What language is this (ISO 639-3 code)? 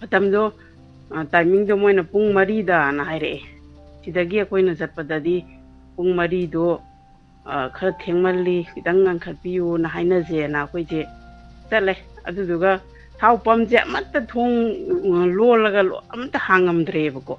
mni